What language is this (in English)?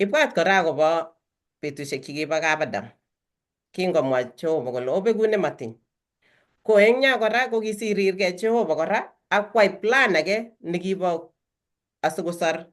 Kalenjin